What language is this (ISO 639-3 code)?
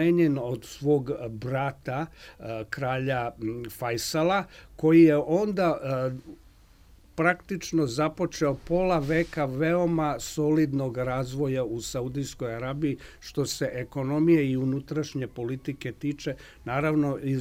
srp